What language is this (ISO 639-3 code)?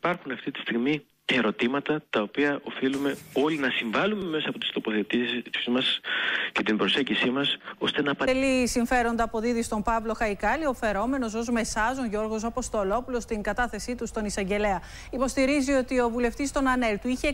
ell